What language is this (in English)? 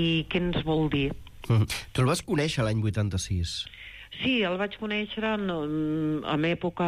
Catalan